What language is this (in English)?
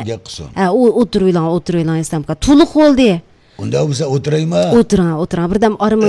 Uyghur